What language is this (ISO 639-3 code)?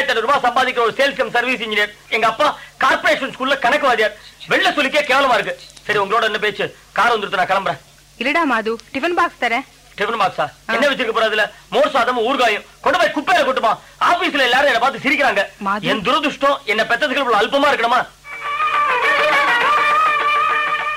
tam